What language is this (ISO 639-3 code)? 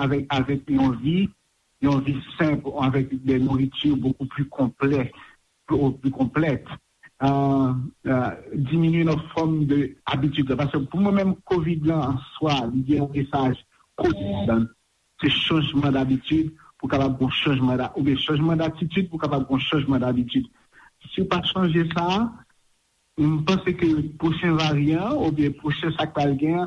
hat